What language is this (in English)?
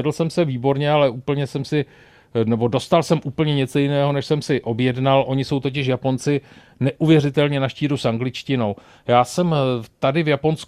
Czech